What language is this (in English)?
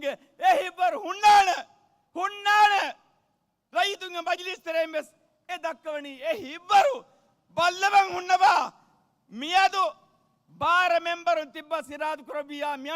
Divehi